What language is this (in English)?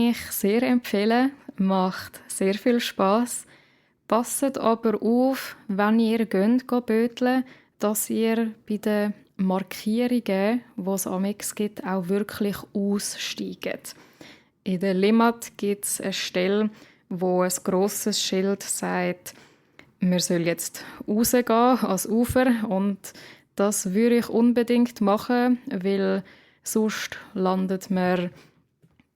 Swiss German